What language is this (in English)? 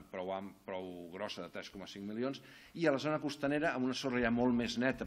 Catalan